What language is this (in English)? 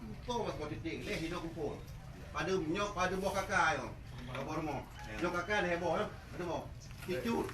Achinese